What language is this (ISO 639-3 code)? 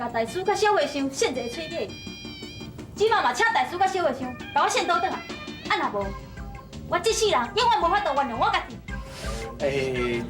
nan